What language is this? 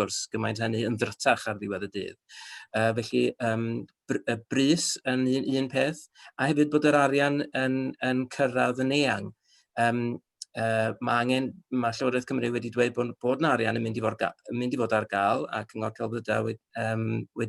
Welsh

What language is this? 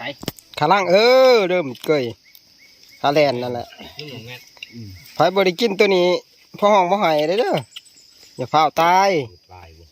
Northeastern Thai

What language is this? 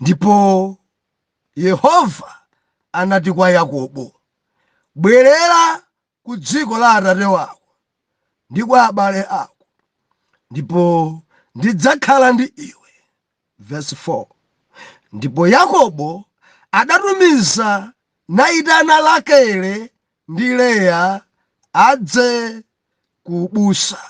Nyanja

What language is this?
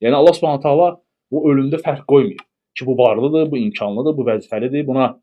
Azerbaijani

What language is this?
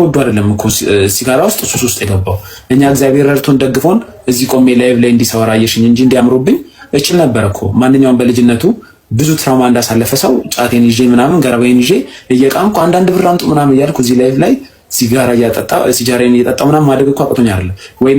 Amharic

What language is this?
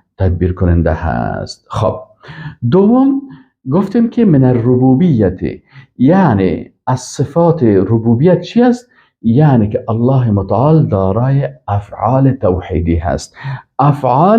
Persian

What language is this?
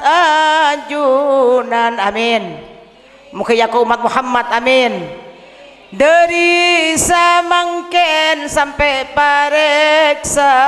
Madurese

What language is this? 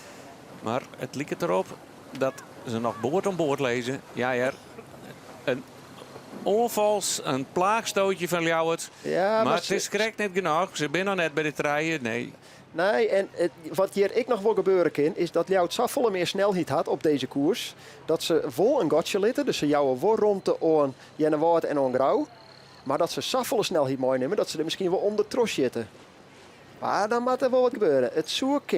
Western Frisian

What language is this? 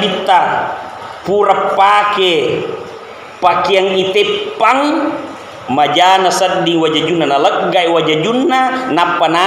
Buginese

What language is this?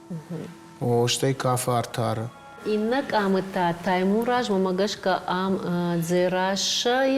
Ossetic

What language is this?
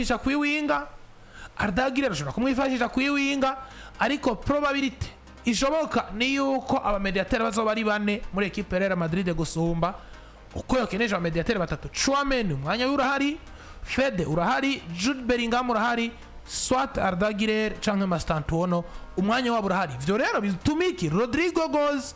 Rundi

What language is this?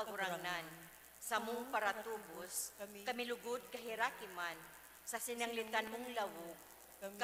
Bikol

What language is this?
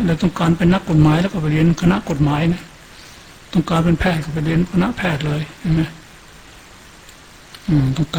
Thai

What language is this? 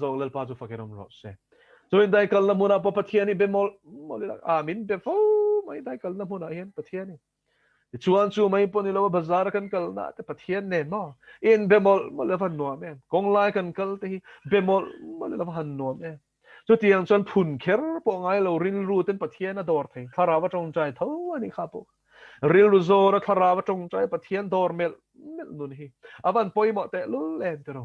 Mizo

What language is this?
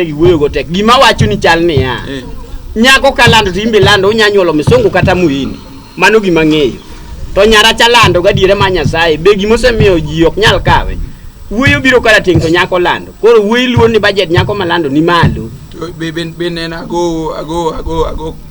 Luo (Kenya and Tanzania)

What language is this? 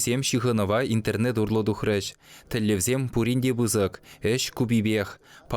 Chuvash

